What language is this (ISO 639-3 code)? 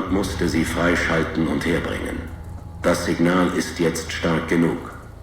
bar